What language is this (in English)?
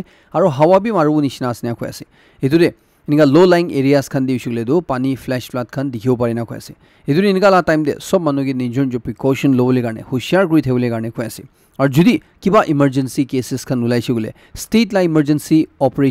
Naga Pidgin